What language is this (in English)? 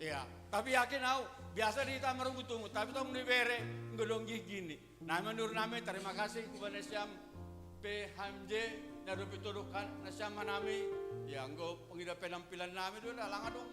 Batak Simalungun